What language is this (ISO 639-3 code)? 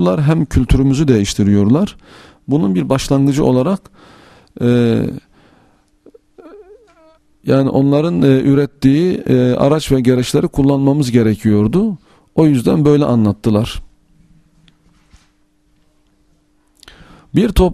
tur